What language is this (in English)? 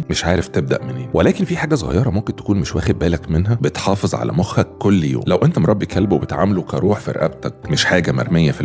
Egyptian Arabic